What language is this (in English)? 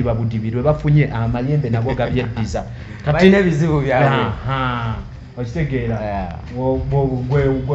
Ganda